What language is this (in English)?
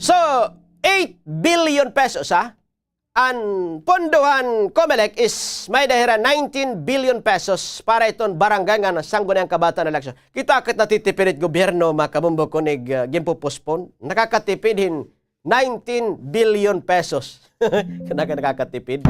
Waray